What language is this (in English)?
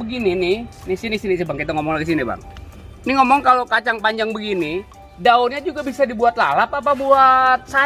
Betawi